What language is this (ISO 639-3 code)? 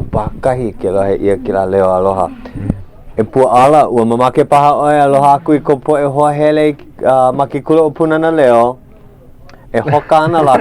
haw